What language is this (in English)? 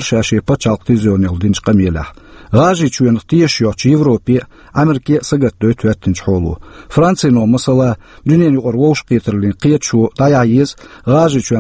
Chechen